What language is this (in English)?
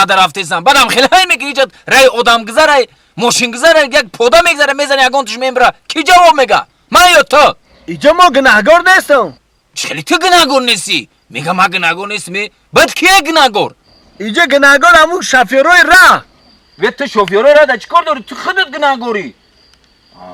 Tajik